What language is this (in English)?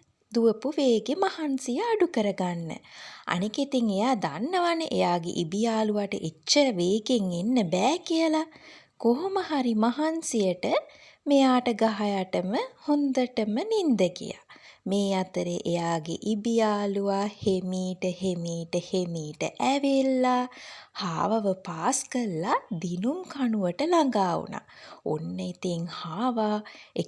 Sinhala